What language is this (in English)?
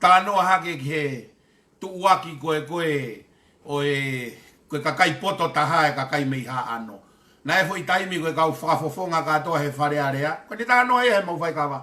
Tongan